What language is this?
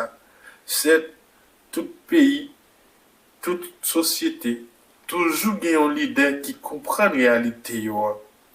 Haitian Creole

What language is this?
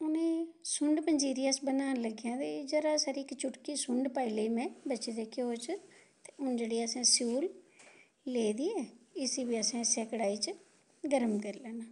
Dogri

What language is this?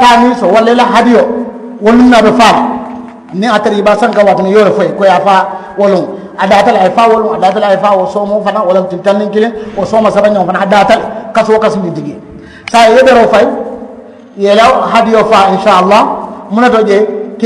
Mandingo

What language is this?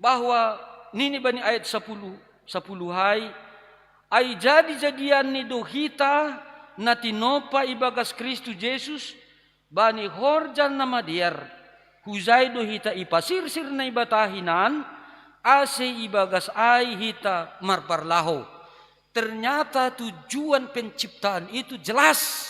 Batak Simalungun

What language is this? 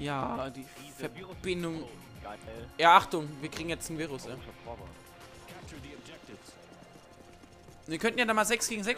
German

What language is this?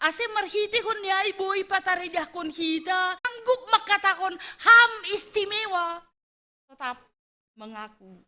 Batak Simalungun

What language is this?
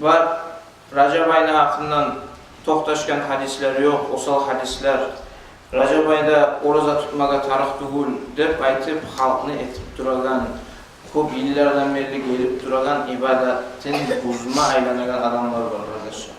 Kumyk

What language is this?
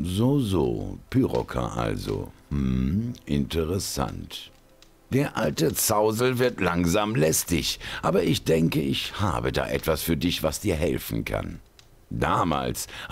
Bavarian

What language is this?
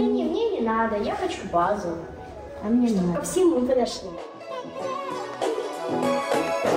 Russian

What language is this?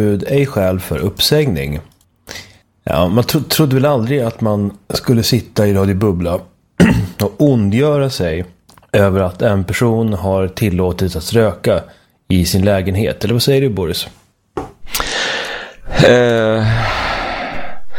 Swedish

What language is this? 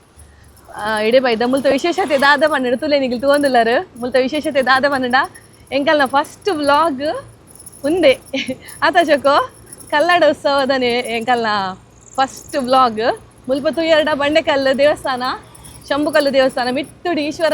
Tulu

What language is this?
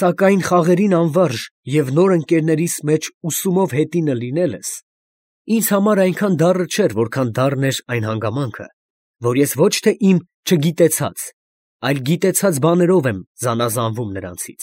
Armenian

